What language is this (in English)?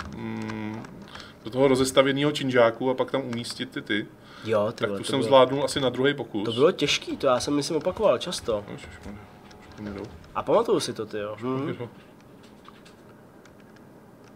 Czech